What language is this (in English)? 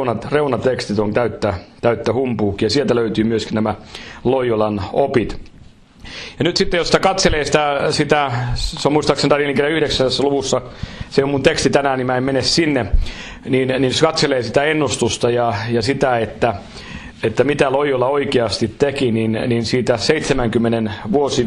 Finnish